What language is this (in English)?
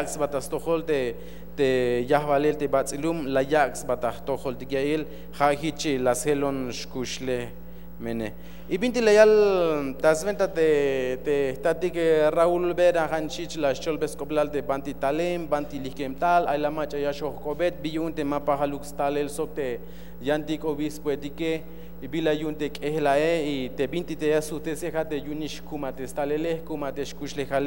Tzeltal